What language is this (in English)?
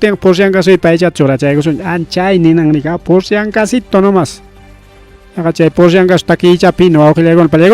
Ayacucho Quechua